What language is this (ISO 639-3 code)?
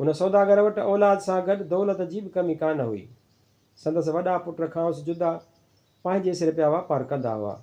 snd